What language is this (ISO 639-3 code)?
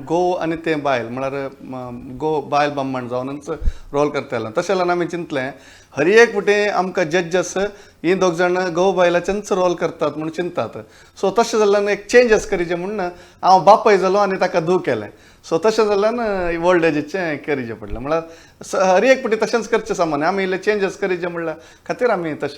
kok